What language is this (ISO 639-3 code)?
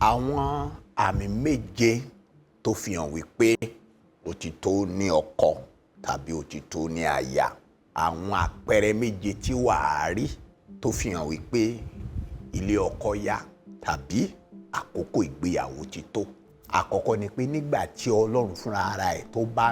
yor